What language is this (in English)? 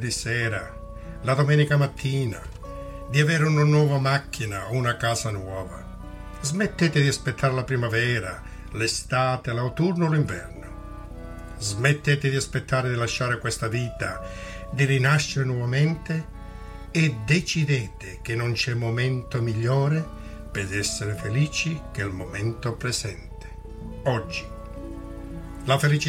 Italian